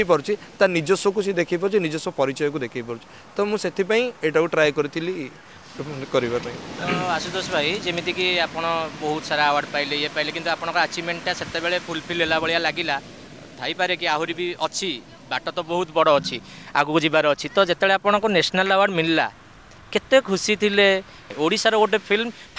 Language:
Odia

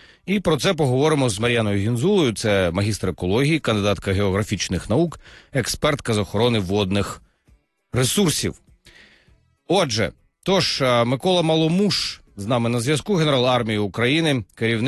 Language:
Ukrainian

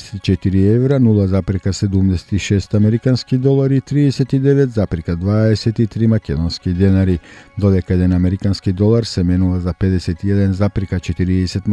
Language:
Macedonian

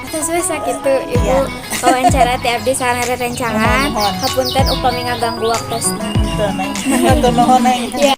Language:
Sundanese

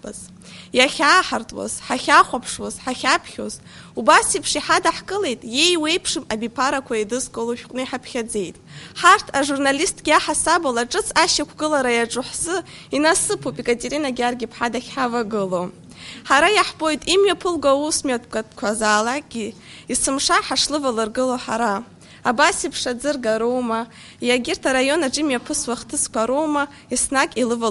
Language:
Abkhazian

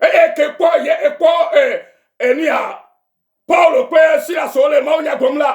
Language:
Ewe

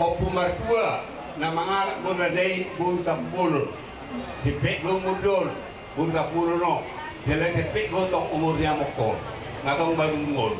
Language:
Batak Toba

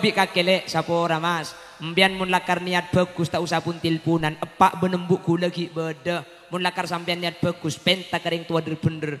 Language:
Madurese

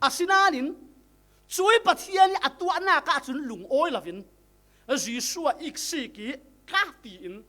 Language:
Falam Chin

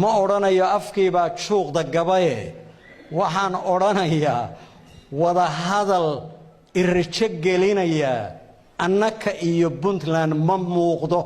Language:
Somali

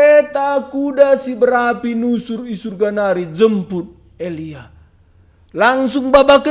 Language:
Batak Karo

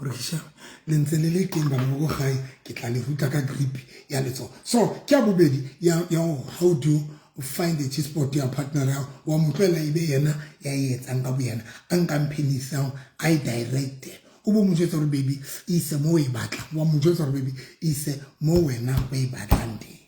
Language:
Southern Sotho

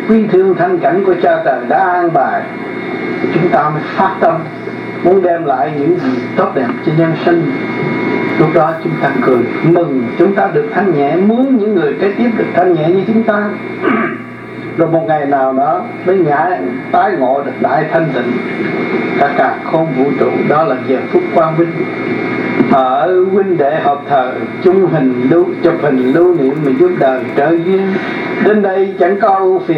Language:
Vietnamese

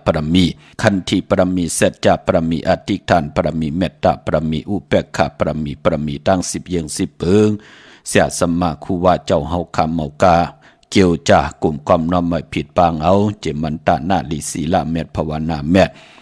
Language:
Shan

